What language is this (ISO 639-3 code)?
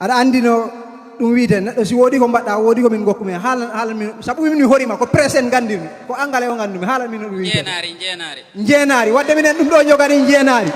ful